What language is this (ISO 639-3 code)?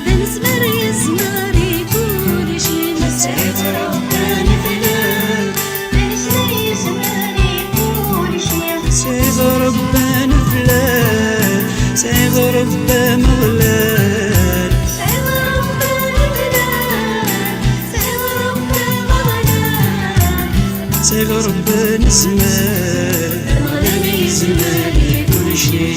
kab